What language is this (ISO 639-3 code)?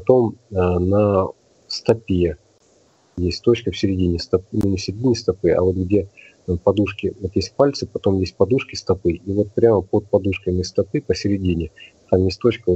rus